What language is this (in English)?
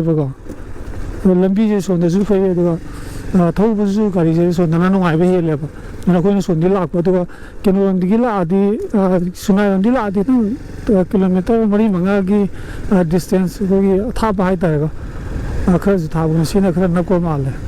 Manipuri